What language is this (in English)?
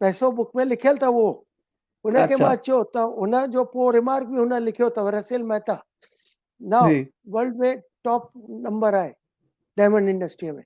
Sindhi